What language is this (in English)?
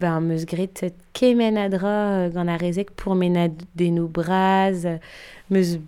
Breton